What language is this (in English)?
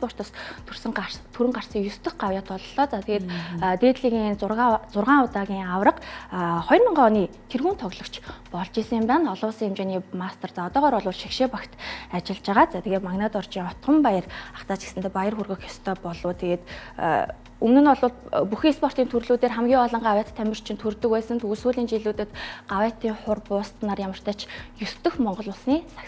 Mongolian